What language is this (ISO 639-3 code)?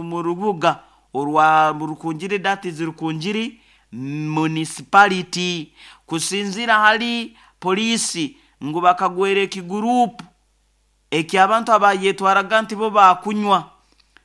nyo